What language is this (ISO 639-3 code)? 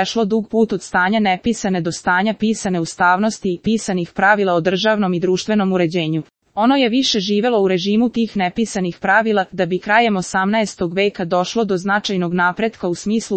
srp